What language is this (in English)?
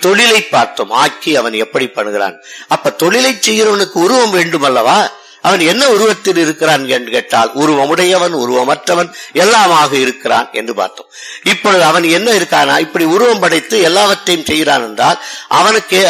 Tamil